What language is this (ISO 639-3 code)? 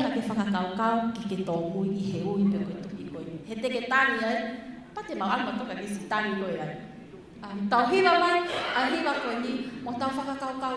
ton